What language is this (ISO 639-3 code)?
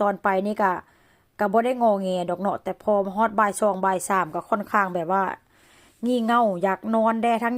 tts